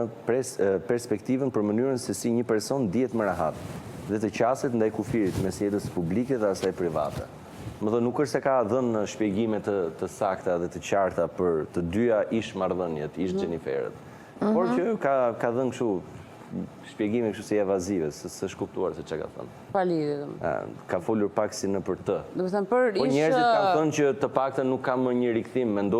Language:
Albanian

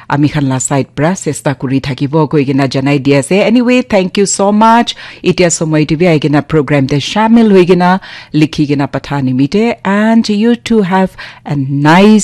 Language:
Naga Pidgin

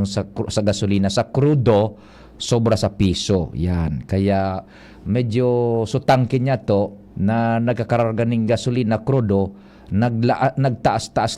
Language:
Bikol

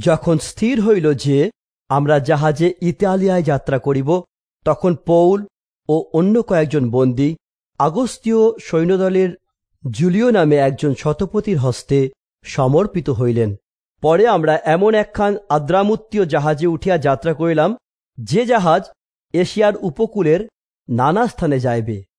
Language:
Bangla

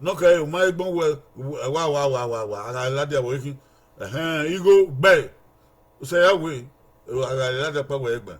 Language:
Bini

